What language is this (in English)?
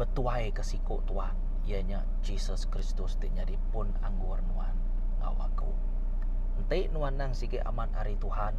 Iban